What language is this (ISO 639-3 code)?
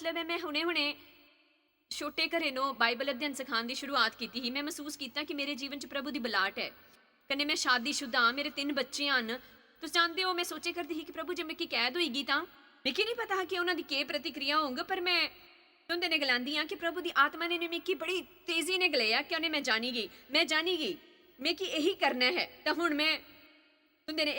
doi